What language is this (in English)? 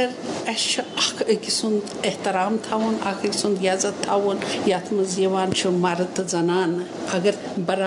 Kashmiri